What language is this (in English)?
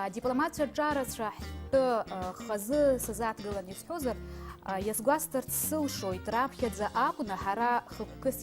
Abkhazian